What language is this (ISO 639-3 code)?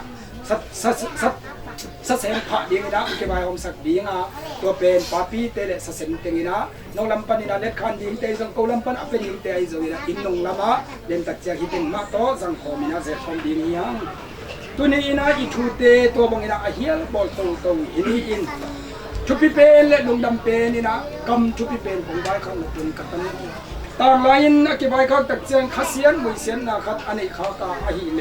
ctd